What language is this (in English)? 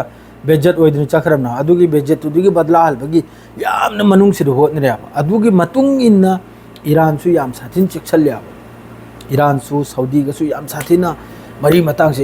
Manipuri